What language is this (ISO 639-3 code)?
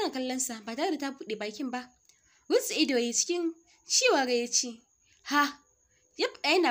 hau